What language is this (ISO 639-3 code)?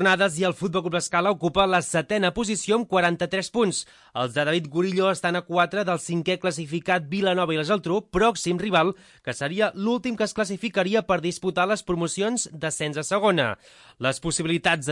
cat